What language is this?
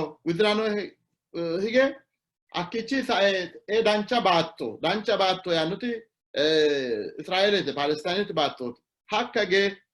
Sidamo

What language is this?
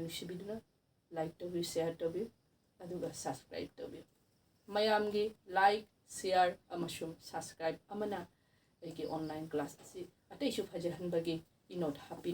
Manipuri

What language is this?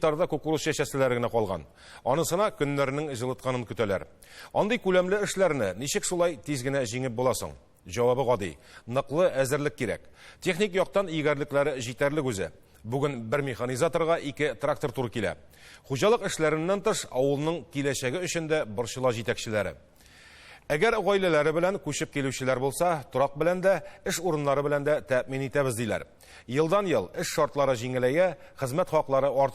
Tatar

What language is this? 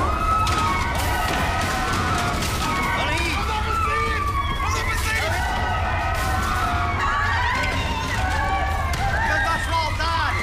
Portuguese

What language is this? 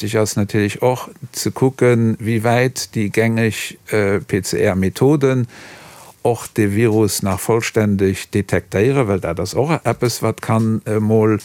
Luxembourgish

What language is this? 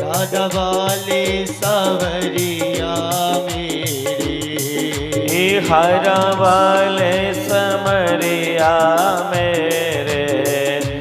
Dogri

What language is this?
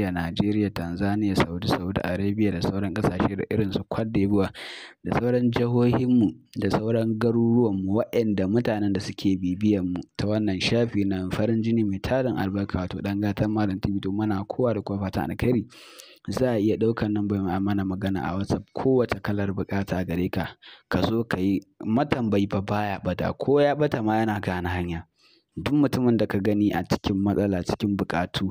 Hausa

